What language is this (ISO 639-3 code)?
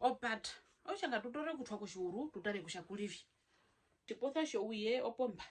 her